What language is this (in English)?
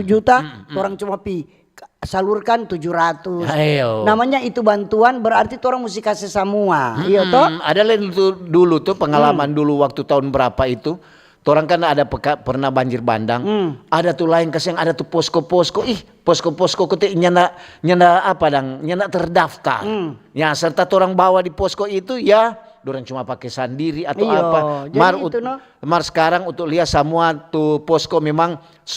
Manado Malay